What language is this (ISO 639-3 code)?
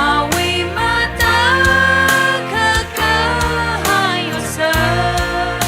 nmf